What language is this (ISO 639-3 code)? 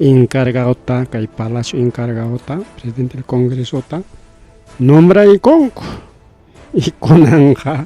quy